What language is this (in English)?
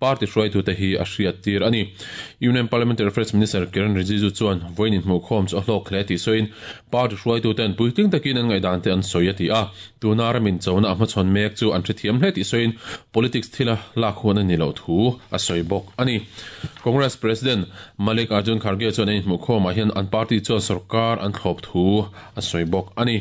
Mizo